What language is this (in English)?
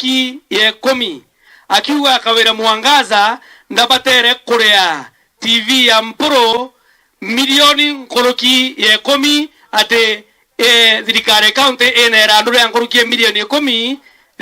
Meru